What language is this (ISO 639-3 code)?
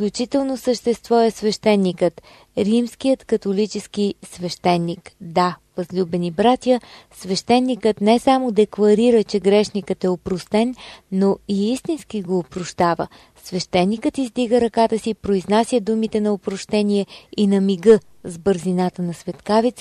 bul